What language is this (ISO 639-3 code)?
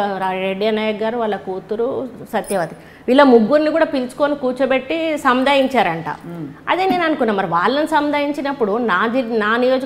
tel